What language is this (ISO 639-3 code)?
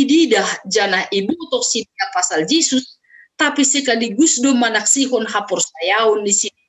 bts